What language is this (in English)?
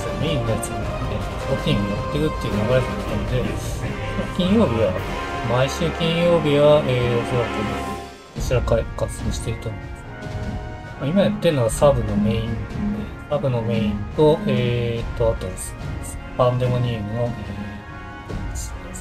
Japanese